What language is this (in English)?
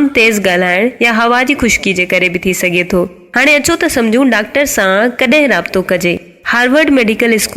Sindhi